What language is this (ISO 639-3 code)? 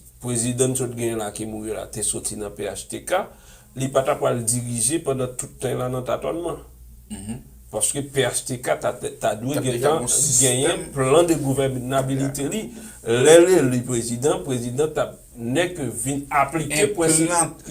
hat